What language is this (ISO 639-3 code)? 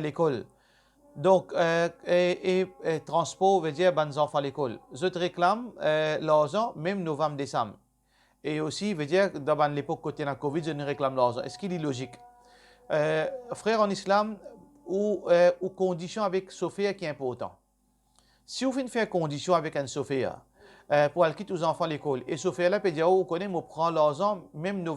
mfe